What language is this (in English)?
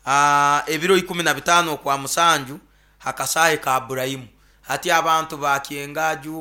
Nyoro